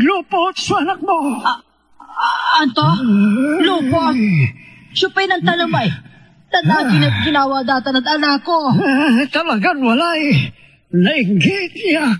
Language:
Pangasinan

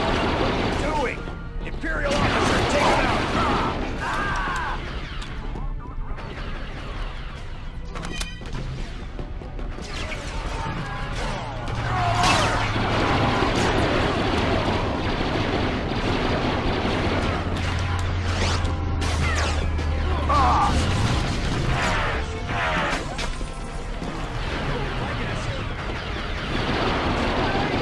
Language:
English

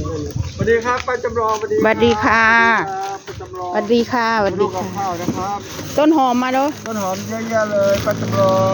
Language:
Northeastern Thai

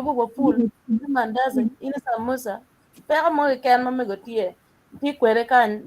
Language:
Acoli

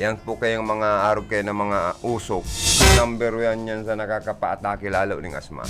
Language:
Bikol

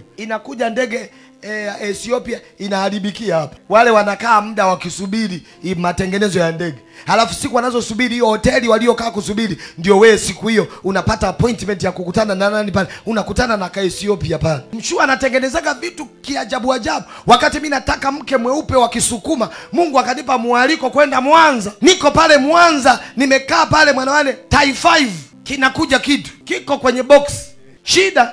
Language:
Swahili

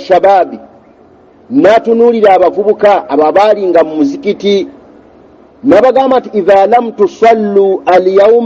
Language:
Ganda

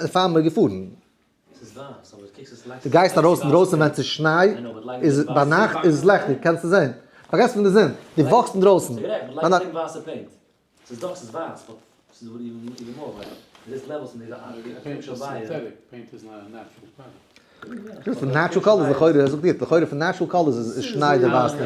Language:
Yiddish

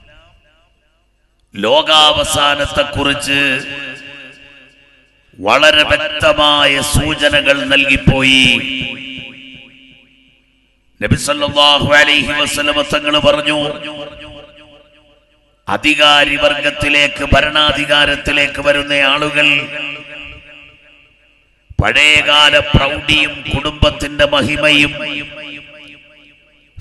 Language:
Malayalam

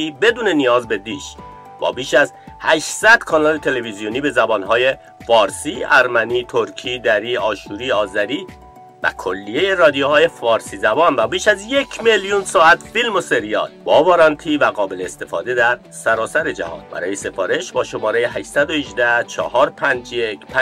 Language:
Persian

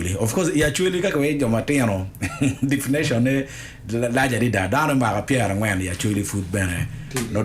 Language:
Acoli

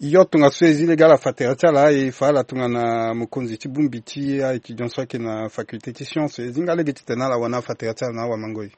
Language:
Sango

